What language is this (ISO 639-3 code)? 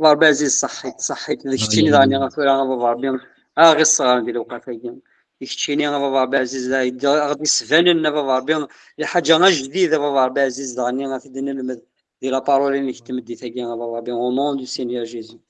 kab